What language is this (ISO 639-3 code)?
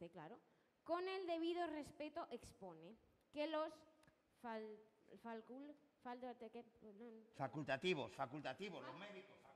spa